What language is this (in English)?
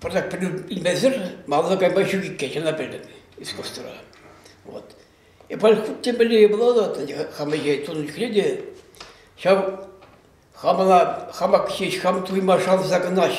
Chuvash